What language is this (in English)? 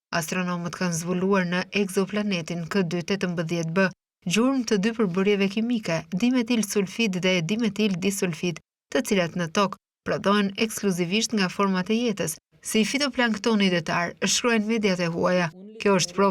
Albanian